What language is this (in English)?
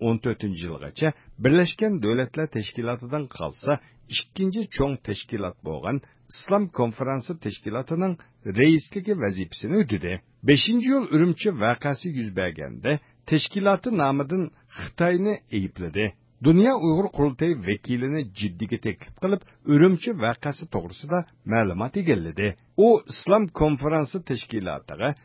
Uyghur